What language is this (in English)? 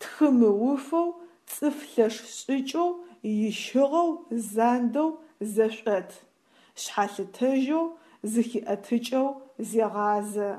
Adyghe